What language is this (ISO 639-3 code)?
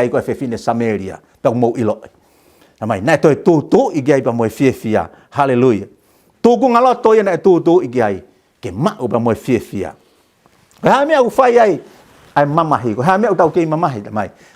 ton